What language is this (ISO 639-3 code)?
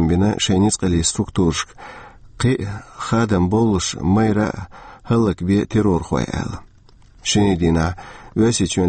che